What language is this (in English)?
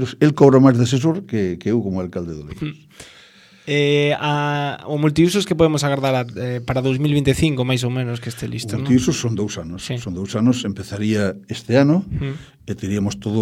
Galician